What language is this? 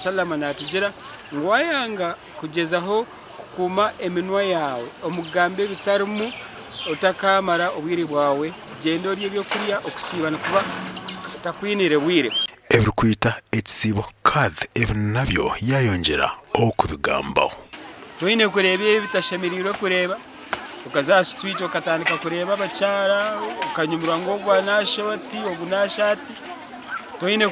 Nyankole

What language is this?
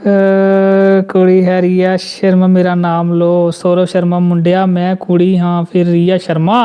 Dogri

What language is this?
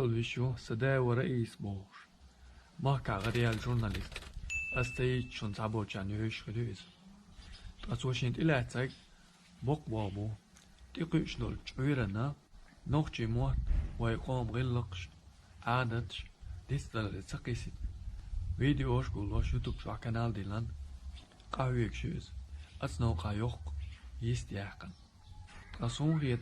Chechen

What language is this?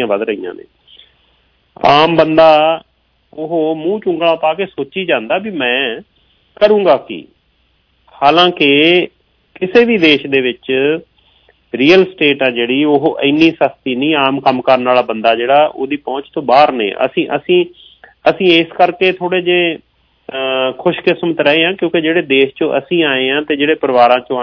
Punjabi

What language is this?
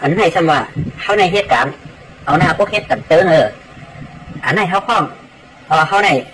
Shan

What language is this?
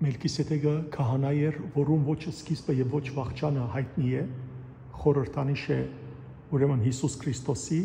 Western Armenian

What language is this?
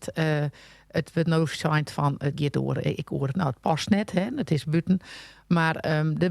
Western Frisian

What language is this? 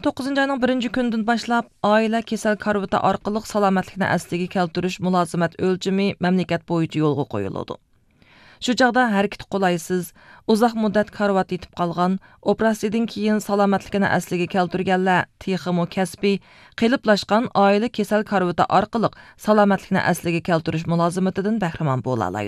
Uyghur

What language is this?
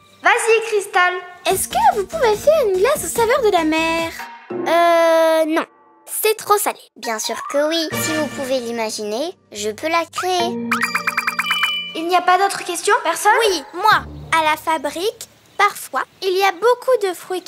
French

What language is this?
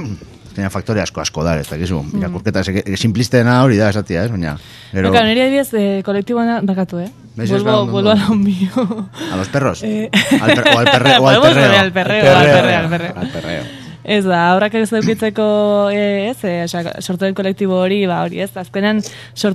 Basque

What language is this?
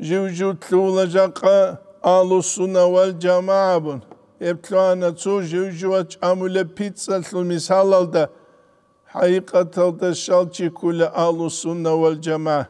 Avaric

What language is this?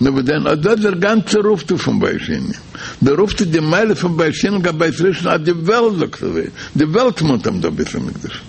Yiddish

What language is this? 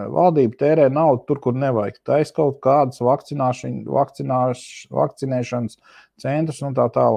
Latvian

